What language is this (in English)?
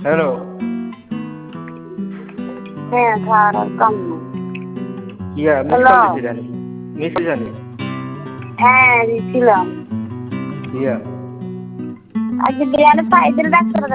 Bangla